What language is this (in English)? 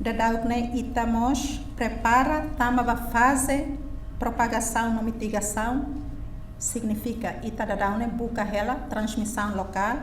Tetum